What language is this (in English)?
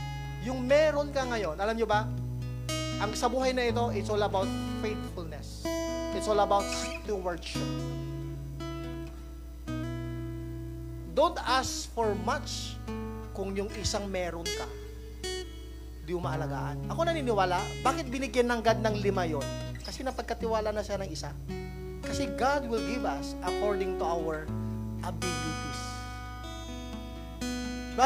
Filipino